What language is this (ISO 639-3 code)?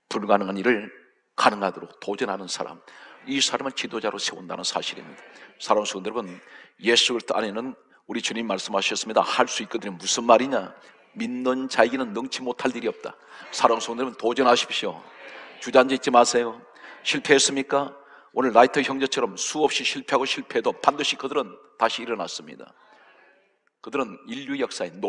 kor